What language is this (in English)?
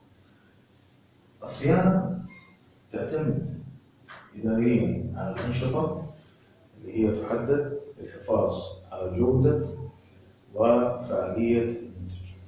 Arabic